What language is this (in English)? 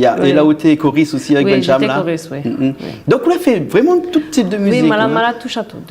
Réunion Creole French